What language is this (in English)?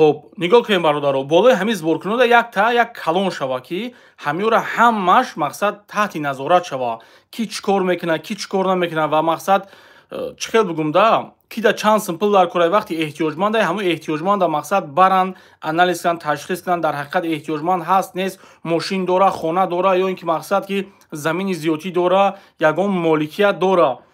Tajik